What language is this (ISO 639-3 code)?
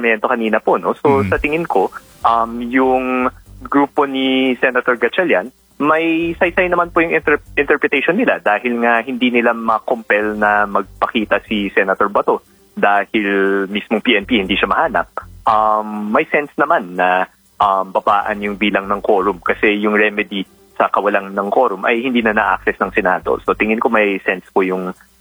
fil